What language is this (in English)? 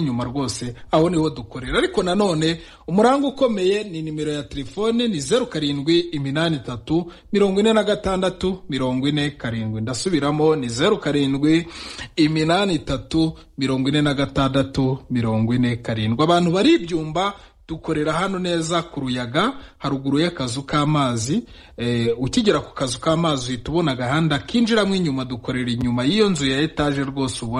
Kinyarwanda